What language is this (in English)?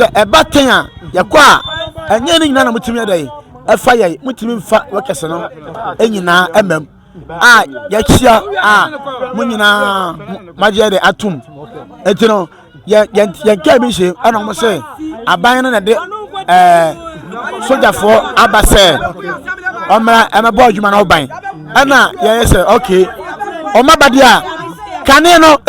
Akan